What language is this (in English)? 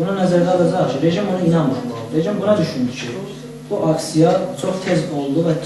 South Azerbaijani